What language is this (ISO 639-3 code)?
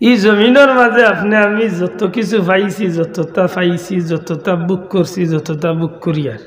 syl